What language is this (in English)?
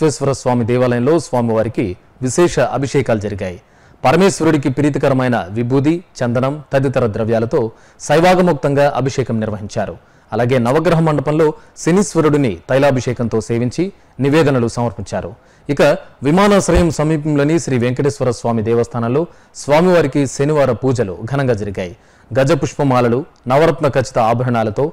Telugu